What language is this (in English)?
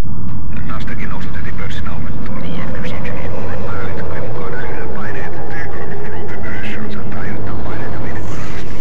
Finnish